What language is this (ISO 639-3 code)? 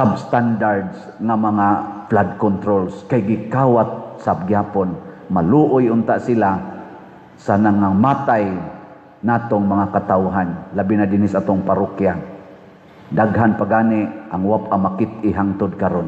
ceb